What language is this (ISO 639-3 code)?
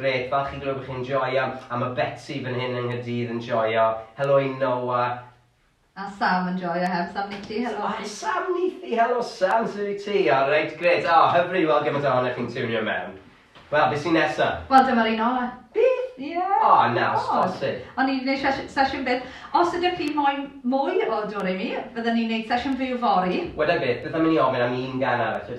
cym